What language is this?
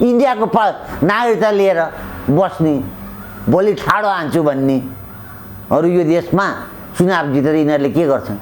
Nepali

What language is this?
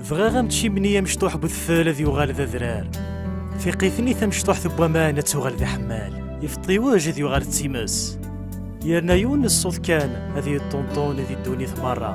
Kabyle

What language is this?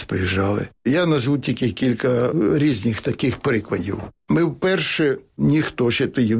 Ukrainian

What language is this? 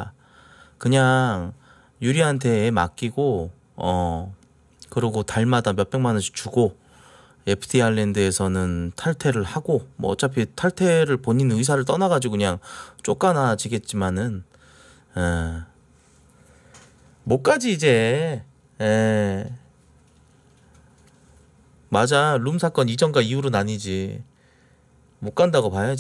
Korean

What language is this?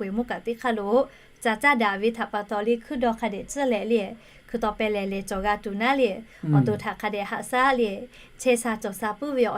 Lahu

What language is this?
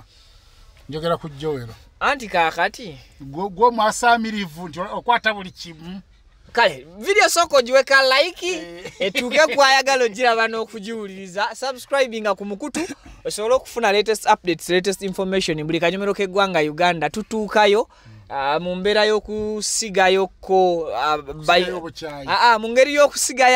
Ganda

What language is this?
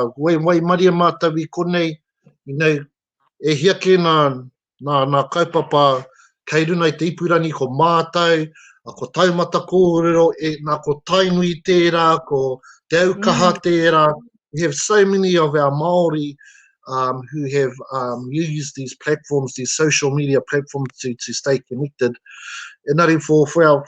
Māori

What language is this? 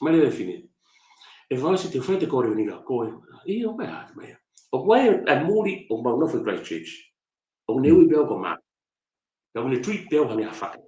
Tongan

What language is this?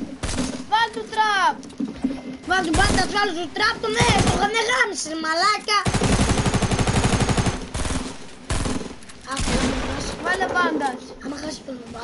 Greek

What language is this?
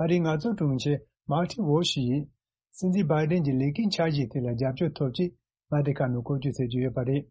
Tibetan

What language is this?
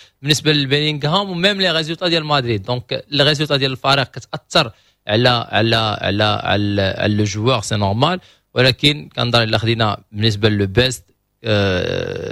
Moroccan Arabic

